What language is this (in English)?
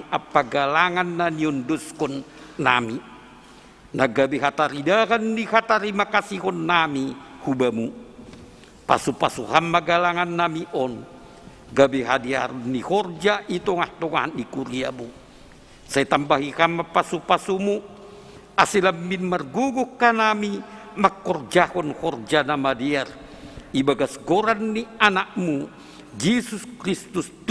Batak Simalungun